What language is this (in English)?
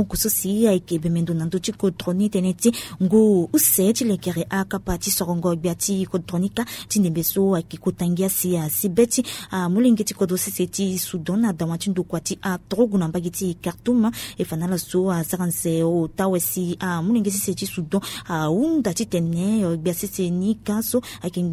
Sango